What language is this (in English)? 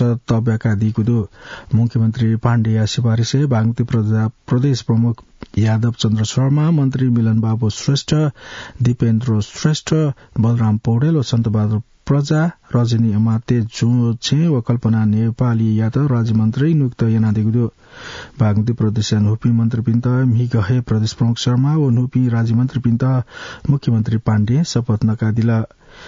Newari